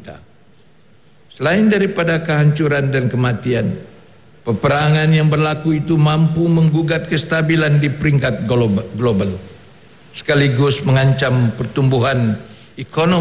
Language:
Malay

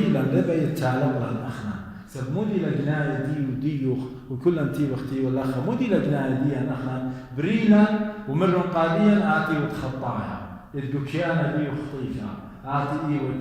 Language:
Assyrian Neo-Aramaic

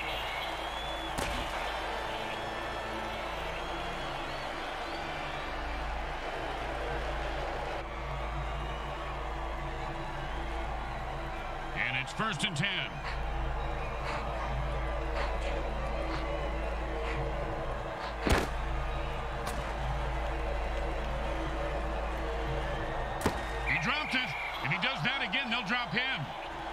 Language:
English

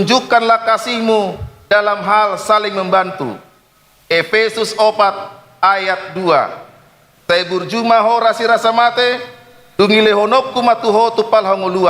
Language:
Batak Toba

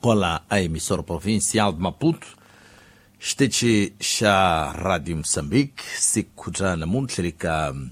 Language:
Tsonga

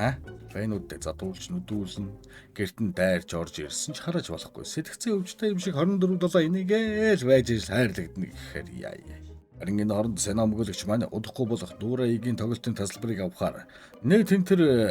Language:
Mongolian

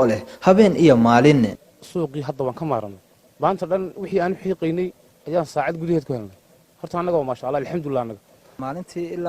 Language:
Somali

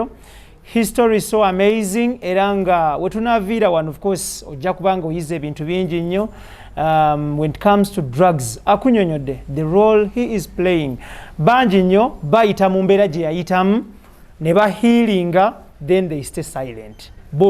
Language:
Ganda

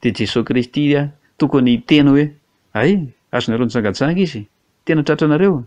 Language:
Malagasy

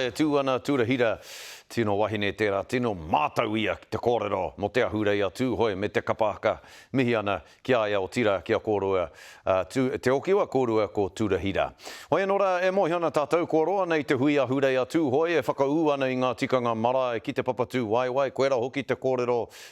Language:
Māori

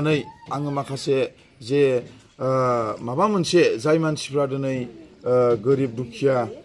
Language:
Bodo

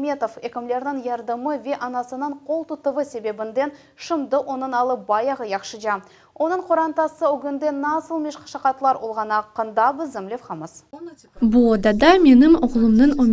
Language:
Crimean Tatar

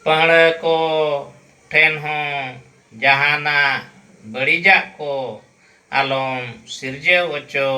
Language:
Santali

